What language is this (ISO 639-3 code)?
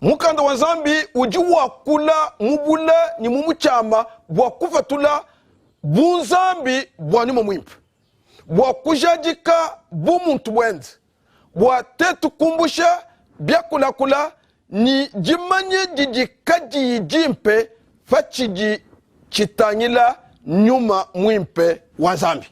lua